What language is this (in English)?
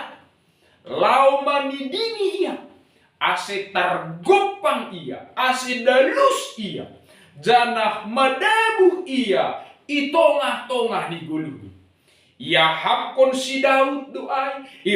Batak Simalungun